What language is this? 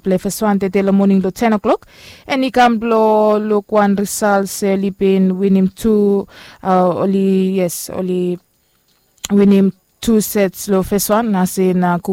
Bislama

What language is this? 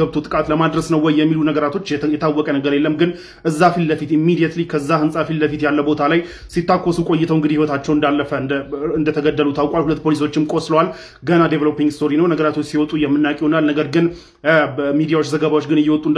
Amharic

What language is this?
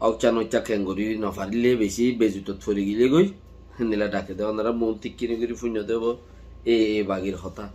Rohingya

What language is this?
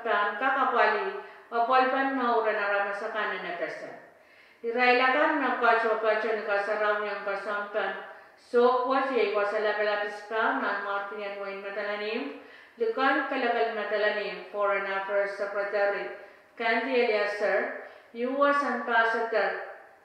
Pohnpeian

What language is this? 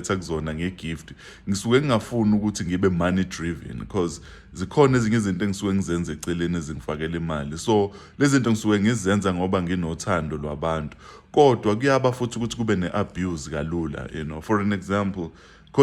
Zulu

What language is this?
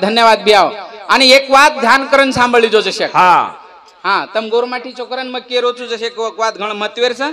Lambadi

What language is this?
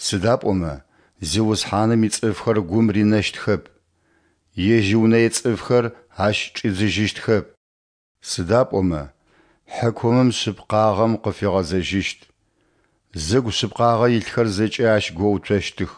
Adyghe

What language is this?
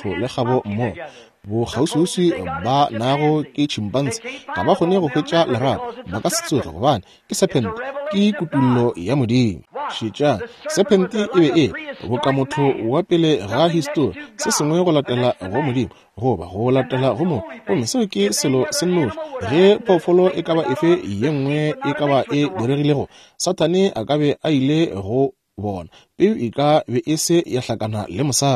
Northern Sotho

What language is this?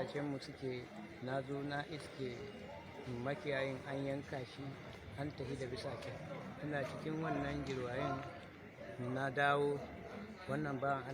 Hausa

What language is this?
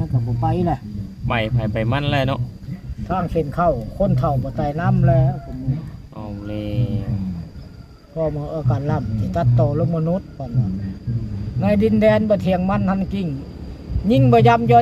Lao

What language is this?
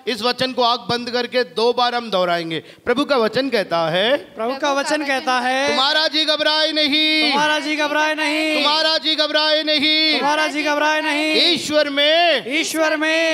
Hindi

